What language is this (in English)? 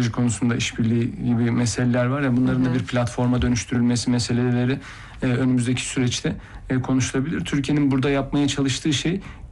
Turkish